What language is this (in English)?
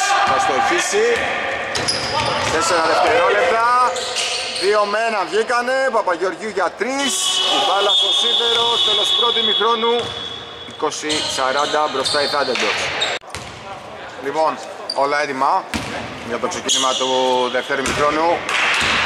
Greek